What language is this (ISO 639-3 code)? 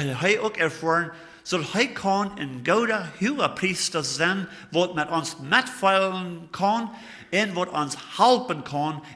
pdt